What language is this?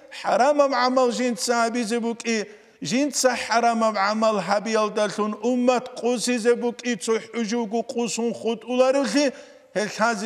Avaric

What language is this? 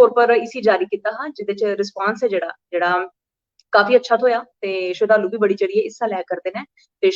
Dogri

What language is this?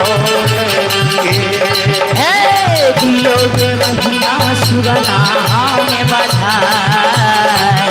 Maithili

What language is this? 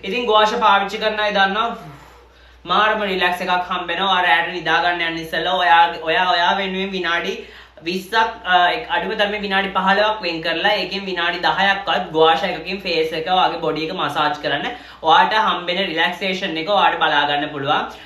Sinhala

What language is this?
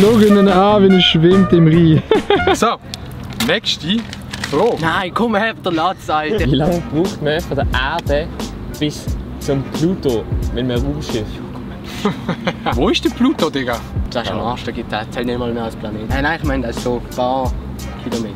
Swiss German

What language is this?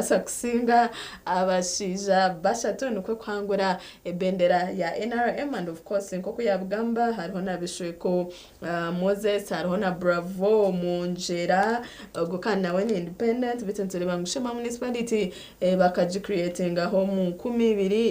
Nyankole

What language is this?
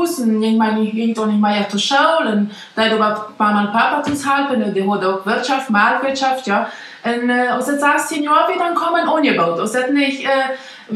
Plautdietsch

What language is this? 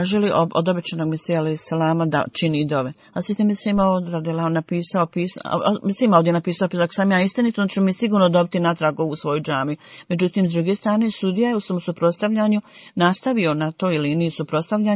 Bosnian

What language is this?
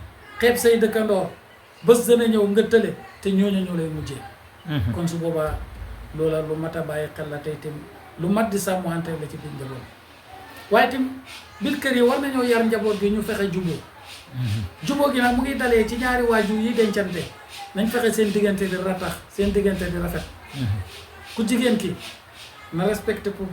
Wolof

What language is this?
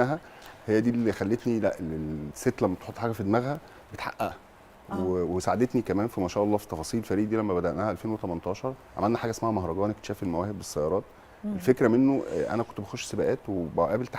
Egyptian Arabic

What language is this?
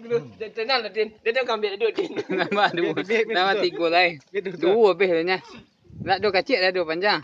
Minangkabau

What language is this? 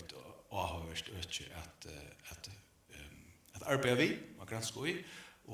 Faroese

